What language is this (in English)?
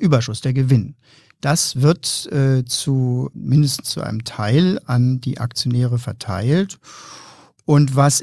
German